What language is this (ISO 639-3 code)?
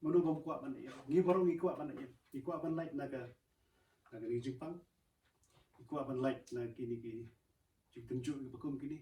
kha